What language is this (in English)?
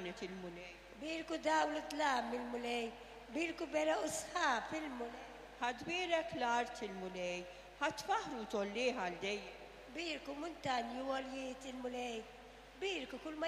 Maltese